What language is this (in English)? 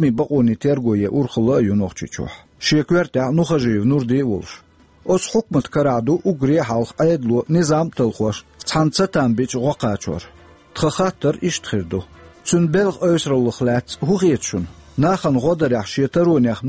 Chechen